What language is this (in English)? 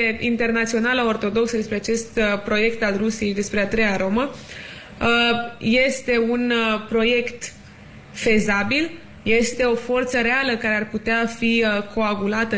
Romanian